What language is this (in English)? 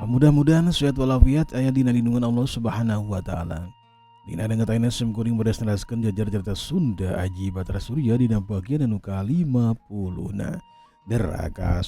Sundanese